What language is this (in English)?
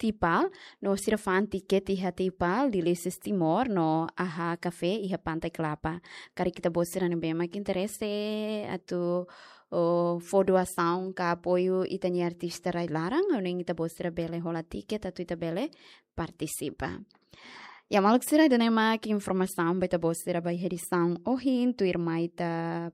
Tetum